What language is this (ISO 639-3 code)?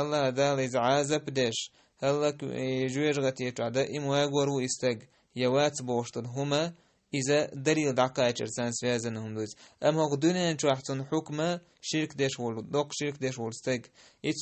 che